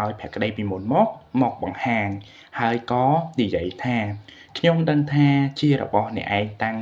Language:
Khmer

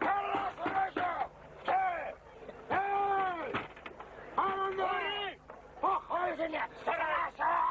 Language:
Chuvash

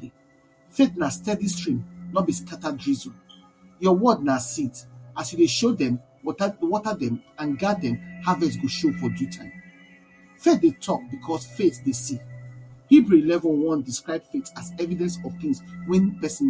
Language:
Nigerian Pidgin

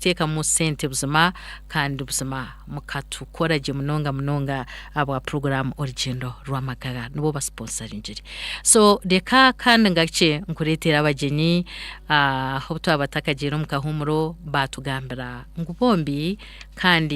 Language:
Nyankole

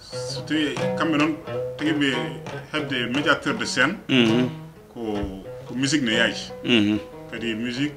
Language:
Fula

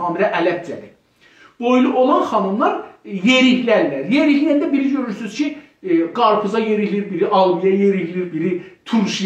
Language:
South Azerbaijani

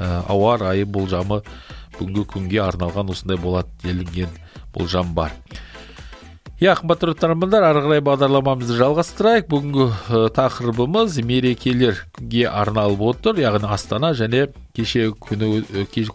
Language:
Kazakh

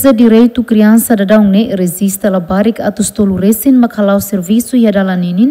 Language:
Tetum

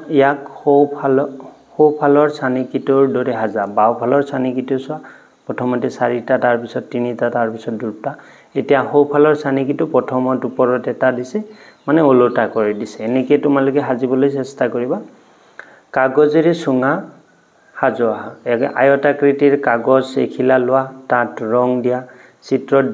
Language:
Assamese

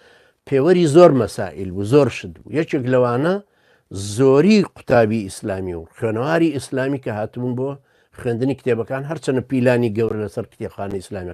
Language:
Central Kurdish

